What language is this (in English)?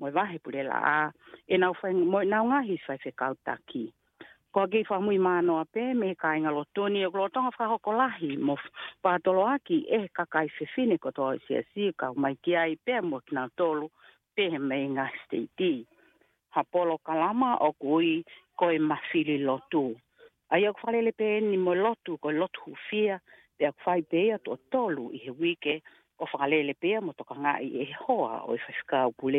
Tongan